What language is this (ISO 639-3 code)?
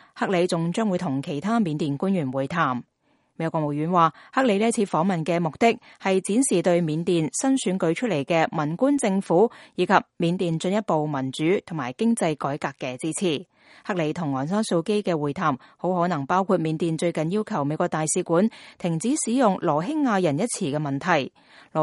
yue